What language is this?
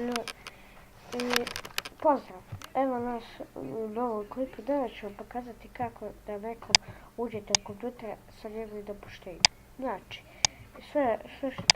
Bosnian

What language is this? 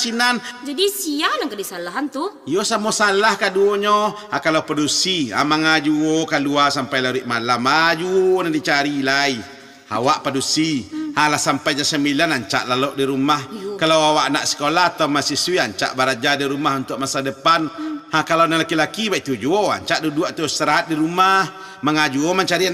Minangkabau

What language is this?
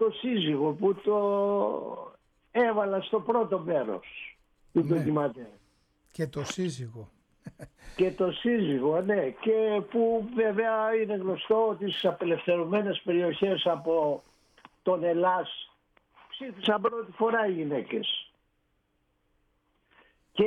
Greek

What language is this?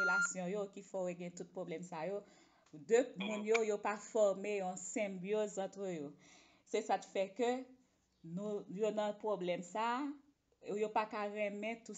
Haitian Creole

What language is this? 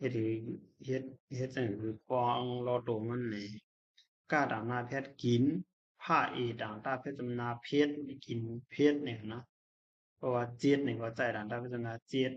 Shan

